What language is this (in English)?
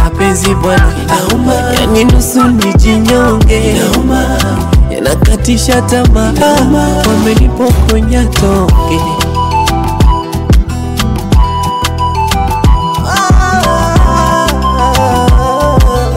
Swahili